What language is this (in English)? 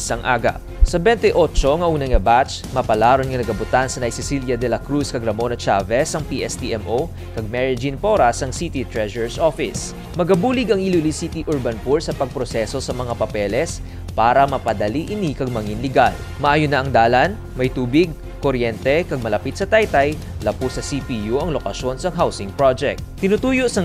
Hiligaynon